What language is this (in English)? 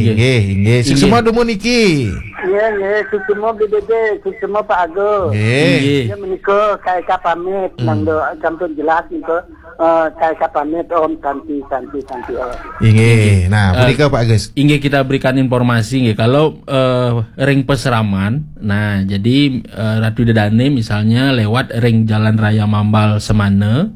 Balinese